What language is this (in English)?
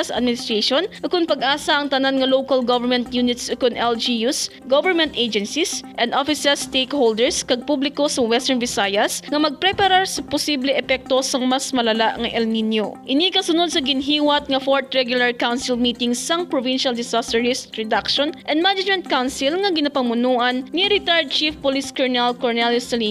Hiligaynon